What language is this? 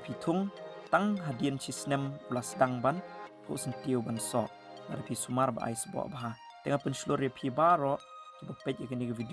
Khasi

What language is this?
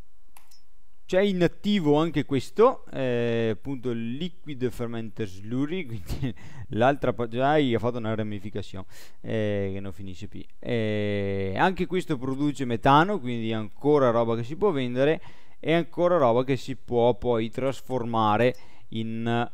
Italian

